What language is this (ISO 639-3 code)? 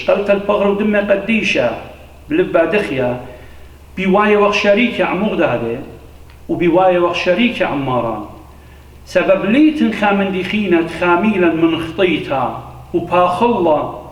aii